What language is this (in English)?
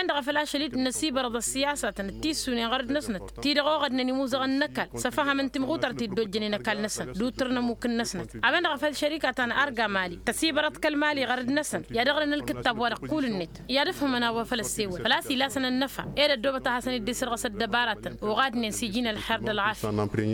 Tamasheq